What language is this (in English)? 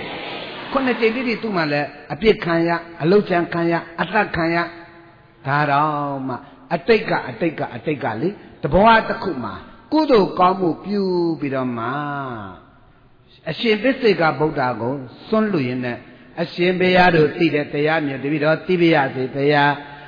Burmese